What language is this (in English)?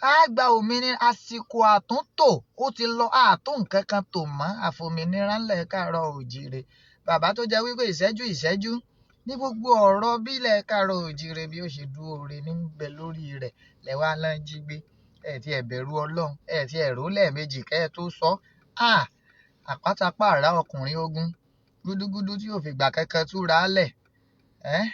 Yoruba